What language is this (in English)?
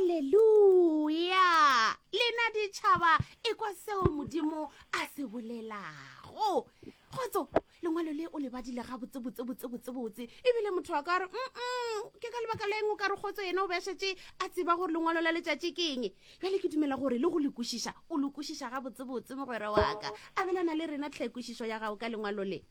Northern Sotho